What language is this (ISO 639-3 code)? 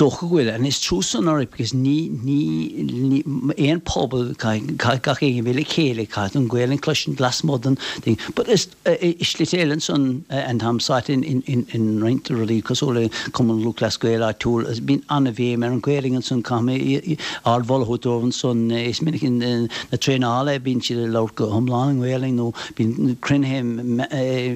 gle